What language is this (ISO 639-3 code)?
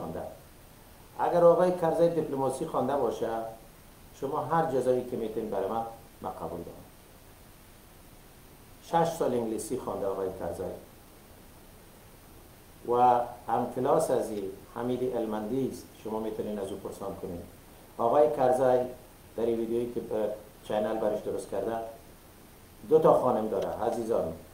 fas